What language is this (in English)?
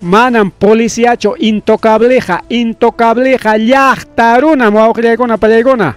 Ayacucho Quechua